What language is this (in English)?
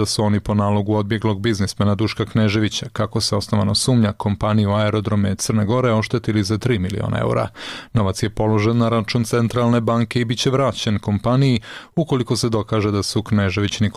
Serbian